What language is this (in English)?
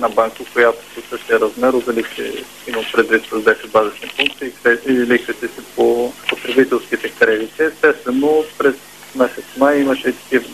Bulgarian